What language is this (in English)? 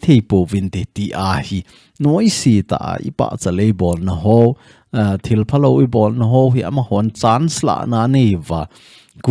Thado Chin